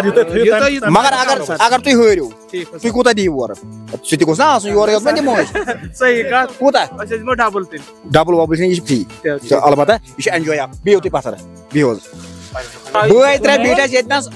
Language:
Kashmiri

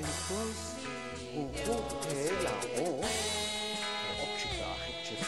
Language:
Kekchí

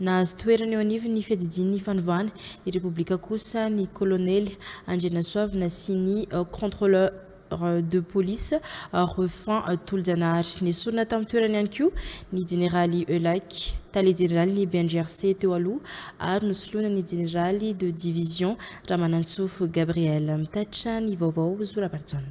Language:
Malagasy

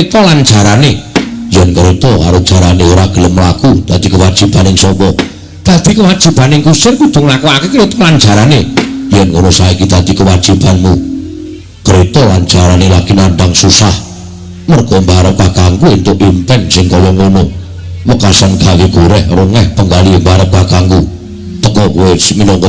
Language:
Javanese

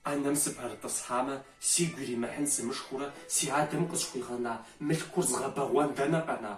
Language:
Kabardian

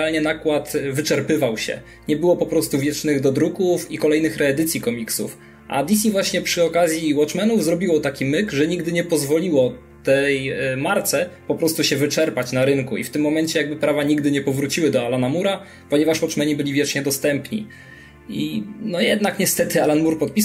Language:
Polish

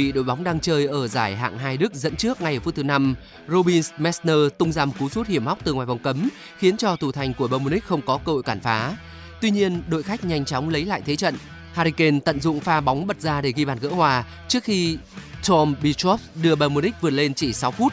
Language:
Vietnamese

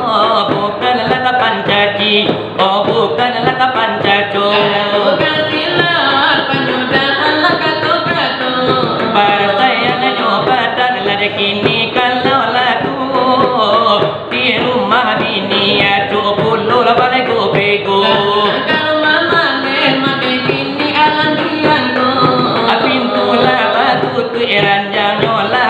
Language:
Minangkabau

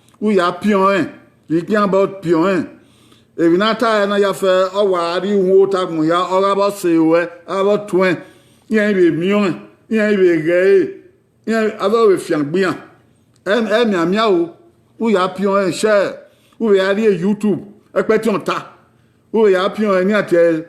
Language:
Bini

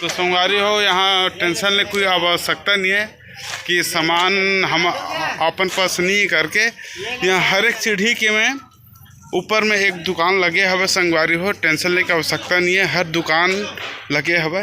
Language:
Chhattisgarhi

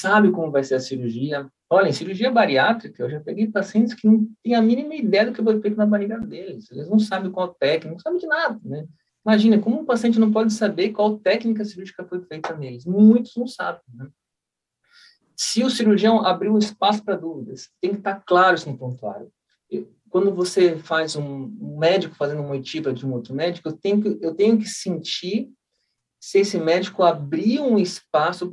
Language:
Portuguese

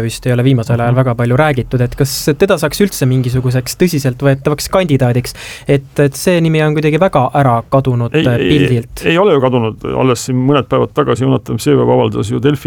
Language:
Estonian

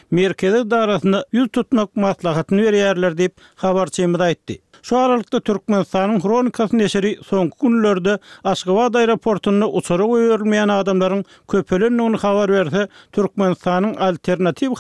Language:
Turkmen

